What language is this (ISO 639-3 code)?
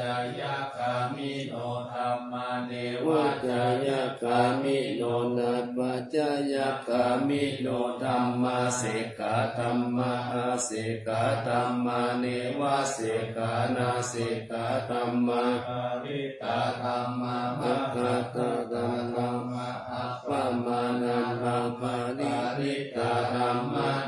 pli